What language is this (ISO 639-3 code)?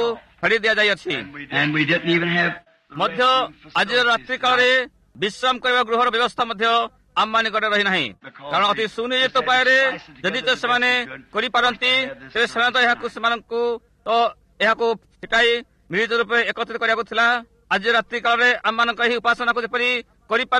ori